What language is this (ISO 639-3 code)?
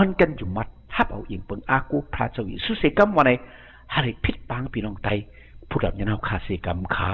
shn